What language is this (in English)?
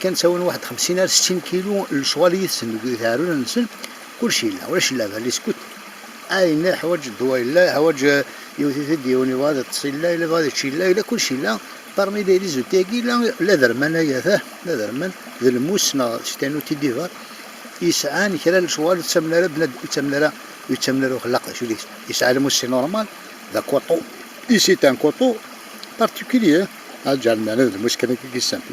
Kabyle